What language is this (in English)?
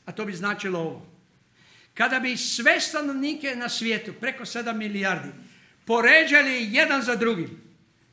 Croatian